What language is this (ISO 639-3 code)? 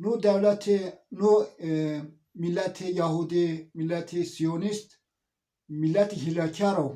zza